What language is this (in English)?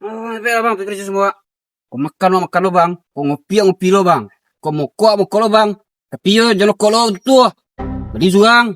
Minangkabau